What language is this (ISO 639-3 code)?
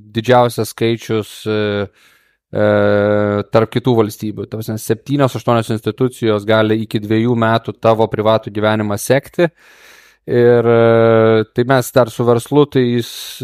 lit